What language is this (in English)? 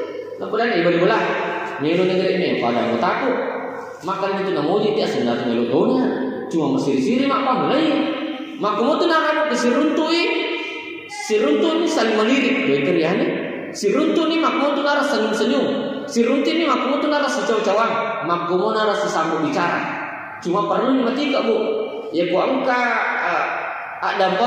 Buginese